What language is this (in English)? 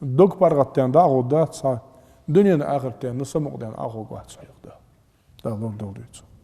Ingush